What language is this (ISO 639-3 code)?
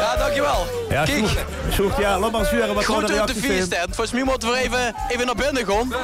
lim